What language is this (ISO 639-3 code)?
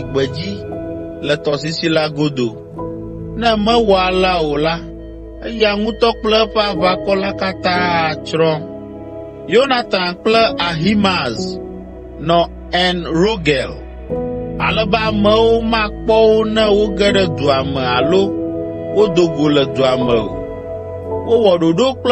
ewe